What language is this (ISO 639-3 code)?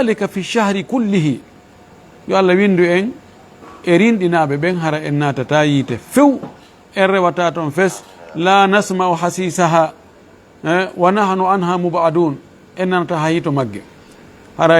ful